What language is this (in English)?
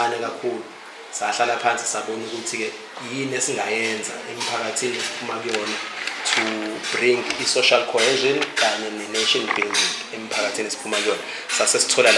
Zulu